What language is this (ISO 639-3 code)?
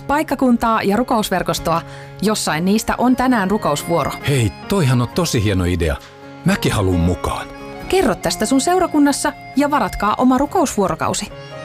fin